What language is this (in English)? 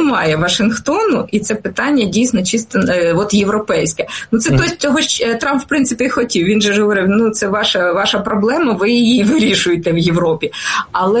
Ukrainian